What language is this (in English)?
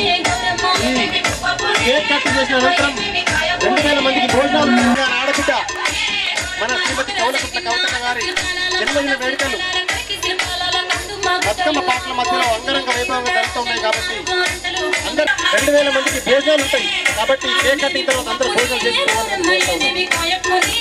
Telugu